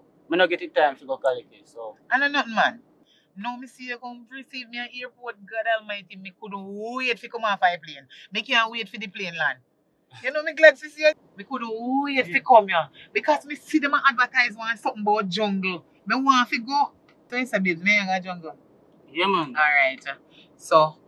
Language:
Jamaican Creole English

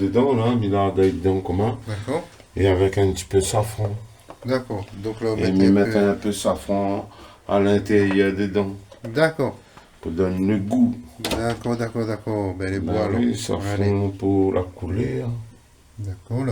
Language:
Réunion Creole French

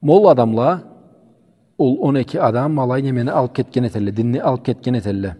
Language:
Karachay-Balkar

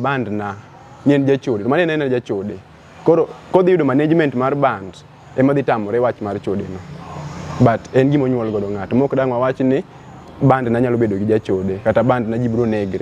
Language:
Luo (Kenya and Tanzania)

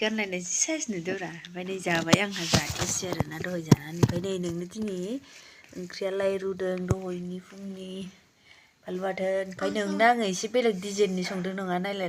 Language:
Bodo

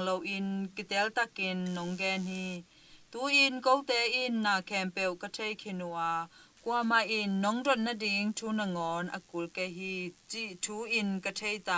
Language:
Tedim Chin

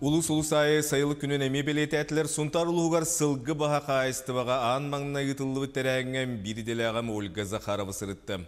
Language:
Yakut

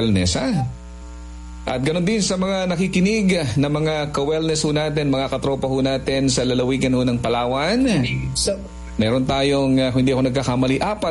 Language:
Filipino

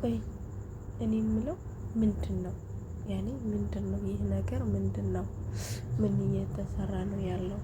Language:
Amharic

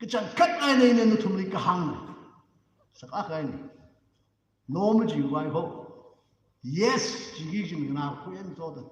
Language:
Tangkhul Naga (India)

